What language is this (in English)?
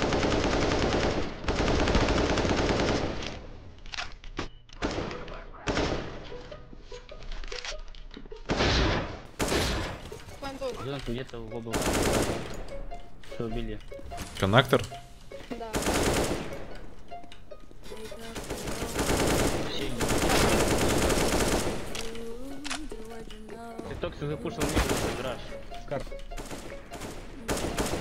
Russian